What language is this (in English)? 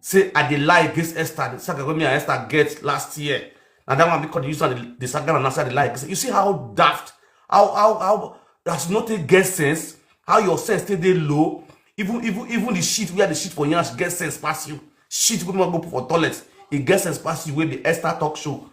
Nigerian Pidgin